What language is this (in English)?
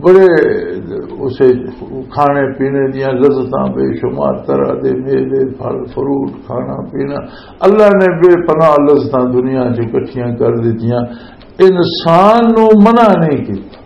Western Panjabi